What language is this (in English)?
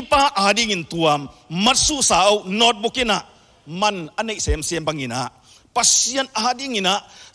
Tedim Chin